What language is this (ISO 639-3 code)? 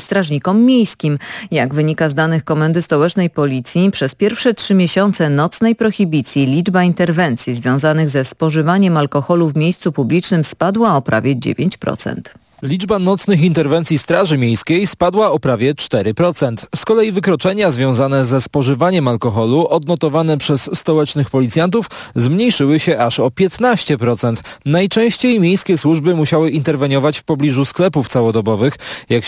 pol